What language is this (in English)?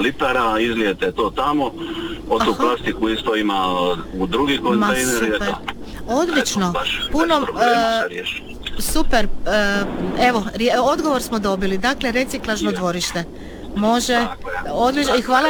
Croatian